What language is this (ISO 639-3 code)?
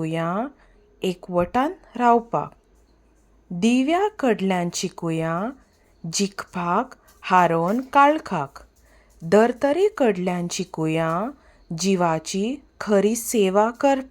kok